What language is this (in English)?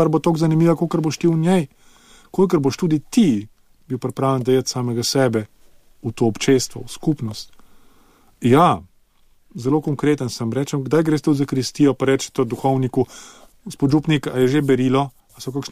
Slovenian